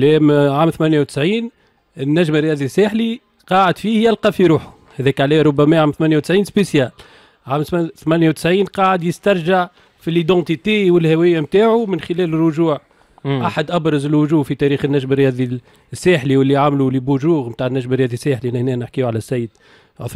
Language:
Tunisian Arabic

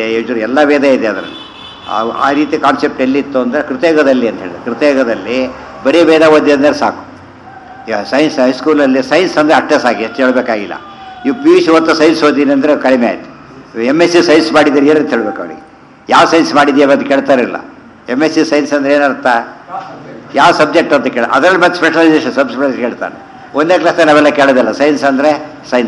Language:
Kannada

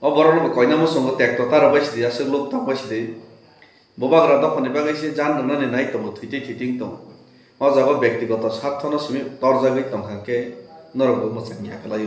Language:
Kok Borok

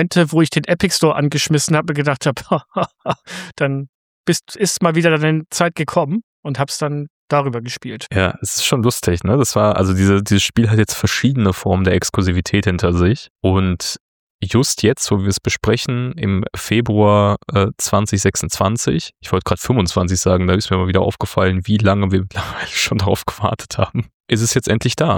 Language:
German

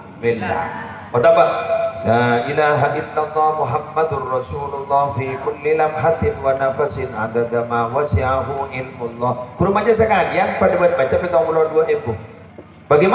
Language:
Madurese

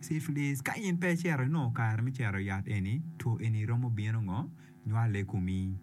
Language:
Acoli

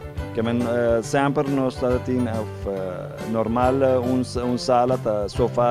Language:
Papiamento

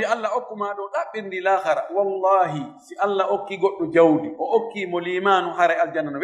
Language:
Fula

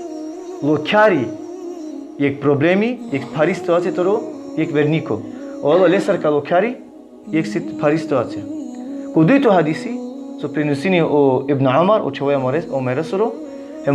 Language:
Balkan Romani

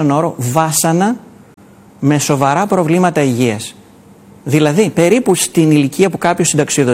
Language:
Greek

